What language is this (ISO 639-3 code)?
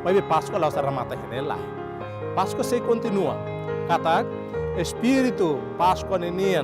tet